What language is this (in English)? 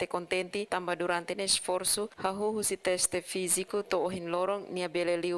Tetum